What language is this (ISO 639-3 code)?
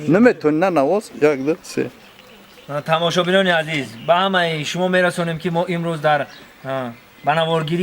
tgk